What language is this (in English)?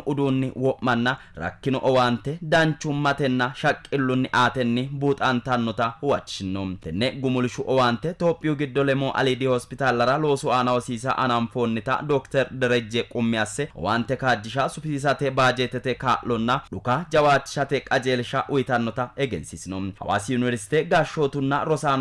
Sidamo